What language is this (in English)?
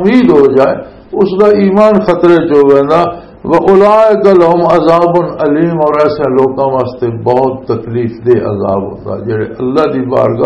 Western Panjabi